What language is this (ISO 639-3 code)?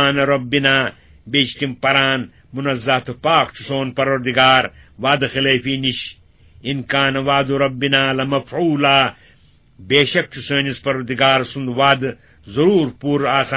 kas